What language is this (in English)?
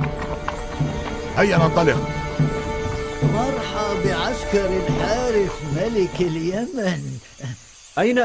Arabic